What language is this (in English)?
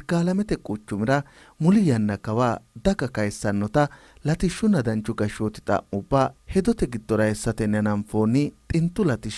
Sidamo